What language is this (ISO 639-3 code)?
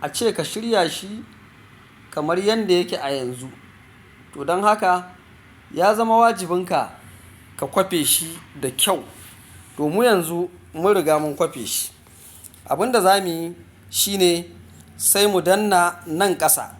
hau